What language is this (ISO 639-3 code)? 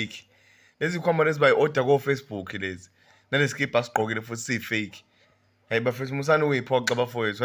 zul